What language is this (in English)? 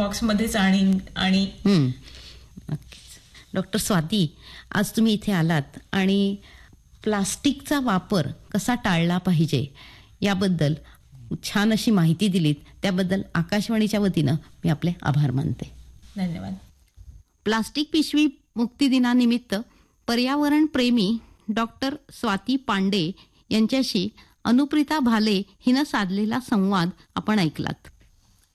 Marathi